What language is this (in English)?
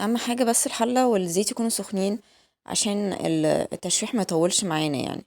Egyptian Arabic